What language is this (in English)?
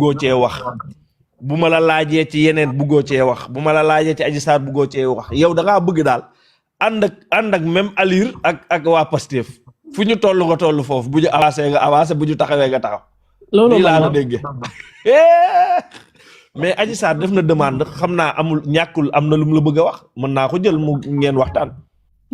Wolof